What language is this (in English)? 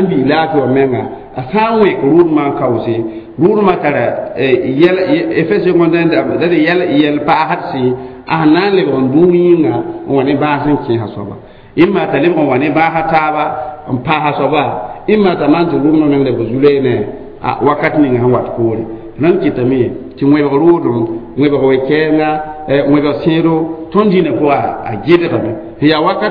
Mossi